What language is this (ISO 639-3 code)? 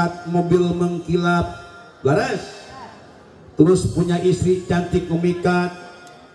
sun